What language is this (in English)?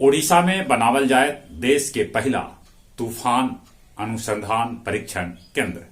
Magahi